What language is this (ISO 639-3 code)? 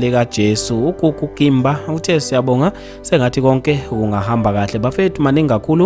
zul